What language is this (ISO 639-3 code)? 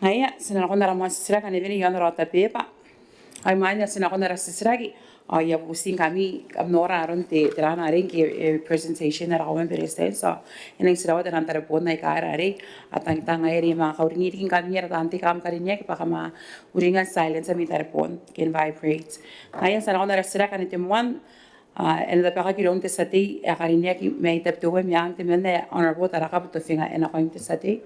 gil